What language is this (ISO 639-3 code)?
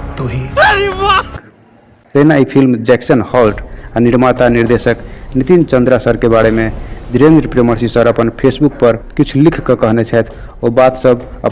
mai